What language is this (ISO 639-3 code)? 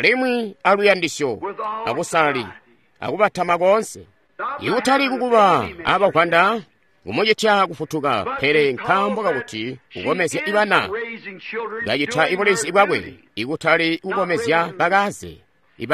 toi